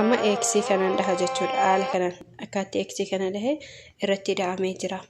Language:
Oromo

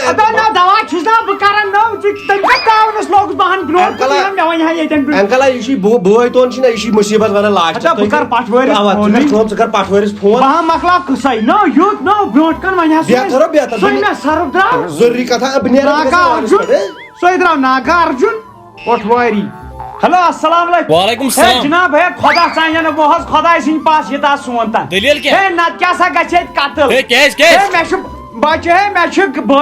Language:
Kashmiri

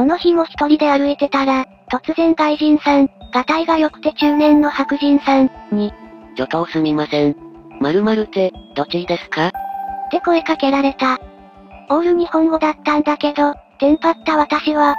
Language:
Japanese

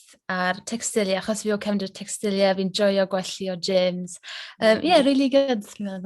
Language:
Welsh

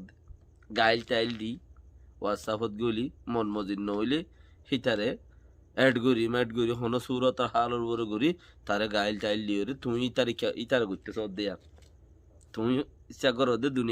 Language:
Rohingya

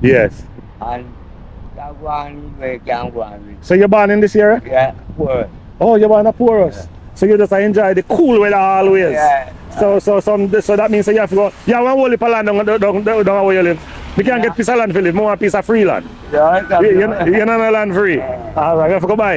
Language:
Jamaican Creole English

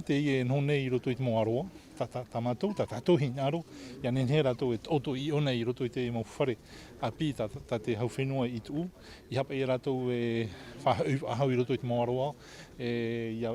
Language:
Tahitian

